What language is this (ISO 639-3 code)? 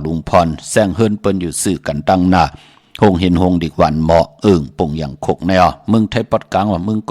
shn